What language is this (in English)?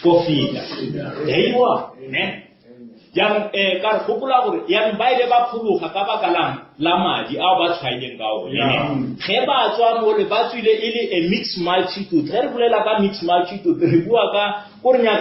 Northern Sotho